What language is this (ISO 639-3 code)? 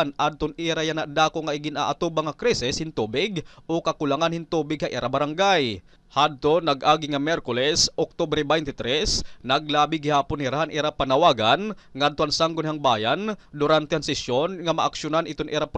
war